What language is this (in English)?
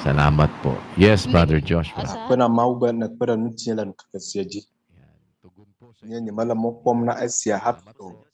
Ewe